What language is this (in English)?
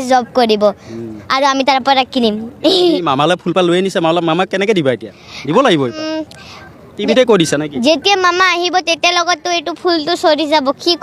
Assamese